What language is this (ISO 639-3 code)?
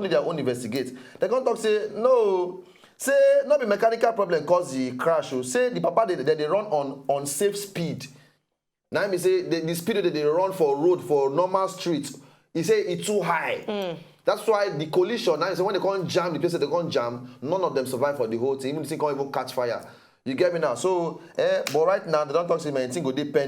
pcm